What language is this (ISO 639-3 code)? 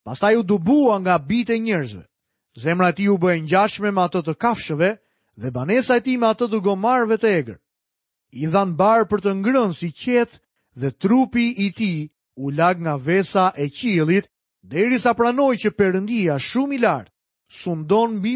sqi